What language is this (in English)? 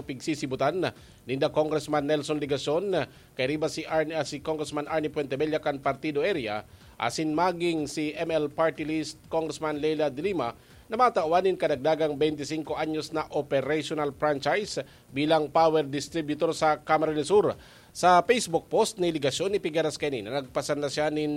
Bikol